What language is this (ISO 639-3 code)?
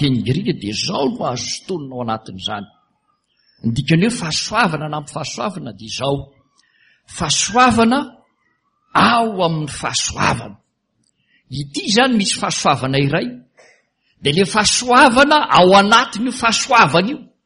mlg